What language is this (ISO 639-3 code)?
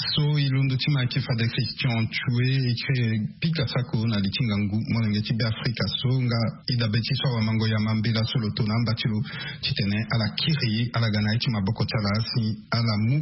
sag